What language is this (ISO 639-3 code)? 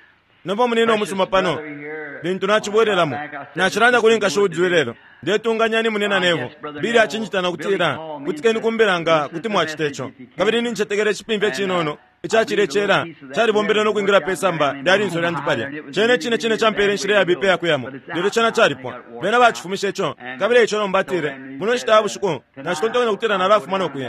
bem